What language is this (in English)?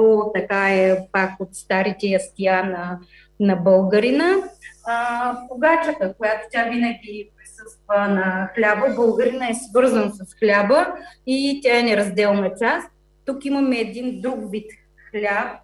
Bulgarian